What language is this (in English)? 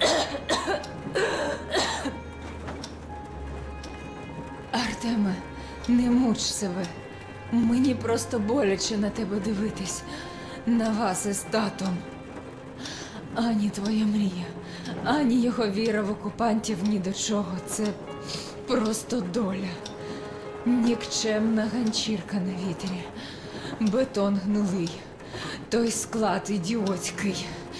Ukrainian